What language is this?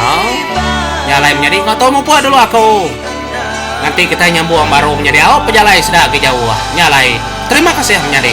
Iban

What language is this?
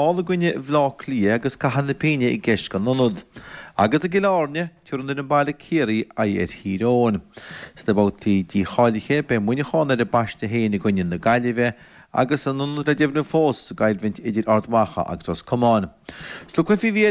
Irish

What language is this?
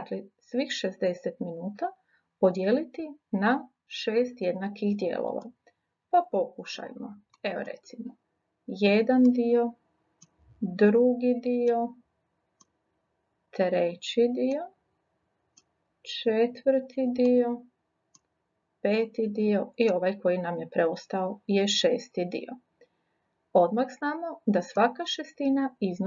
Croatian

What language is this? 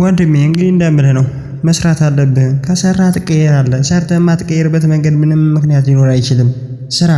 Amharic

